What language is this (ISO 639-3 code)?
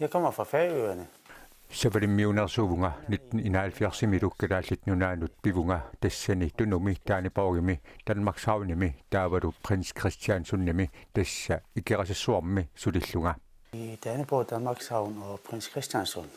kal